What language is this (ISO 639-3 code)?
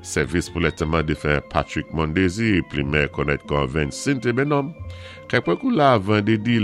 acf